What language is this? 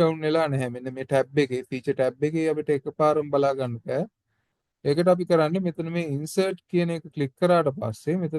Sinhala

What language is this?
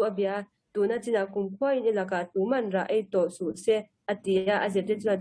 Mizo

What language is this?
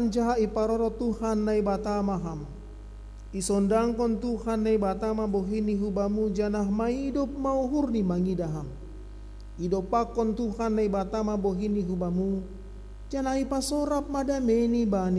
Batak Simalungun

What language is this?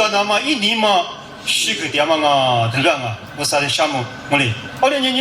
Lisu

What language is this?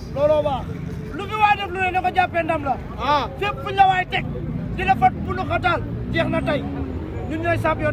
Wolof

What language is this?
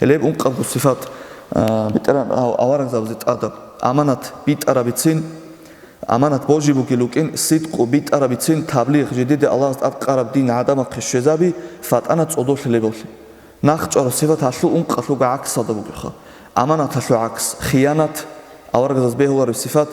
Avaric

